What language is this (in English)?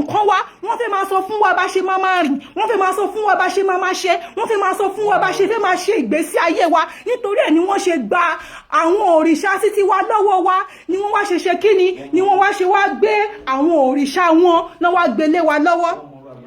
Yoruba